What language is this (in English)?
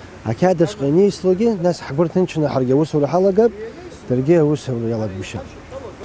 Abkhazian